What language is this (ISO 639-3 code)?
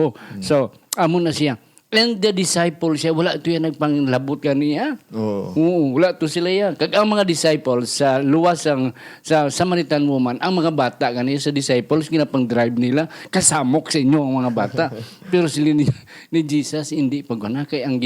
hil